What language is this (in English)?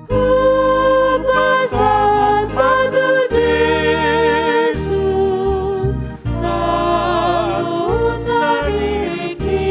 Batak Toba